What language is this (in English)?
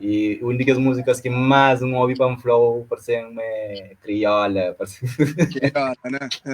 Kabuverdianu